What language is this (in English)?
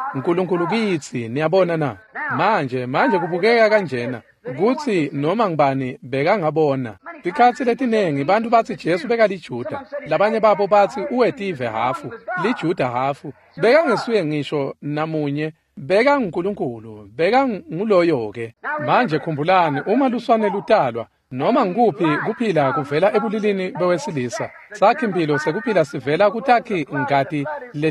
Swati